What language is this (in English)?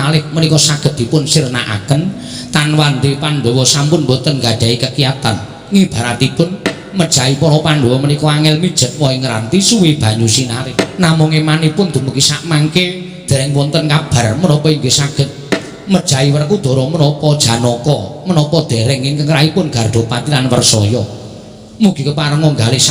Javanese